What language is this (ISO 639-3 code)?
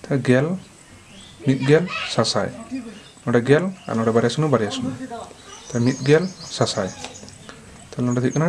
sat